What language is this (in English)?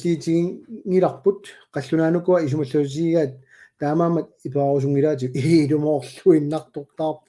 Kalaallisut